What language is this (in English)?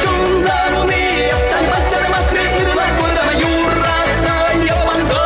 Chuvash